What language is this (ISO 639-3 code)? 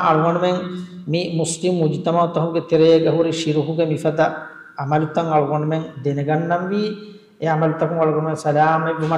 div